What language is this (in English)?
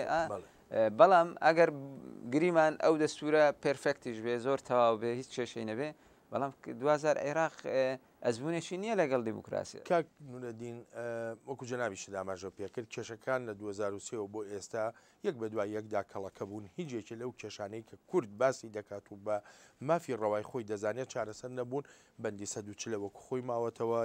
Central Kurdish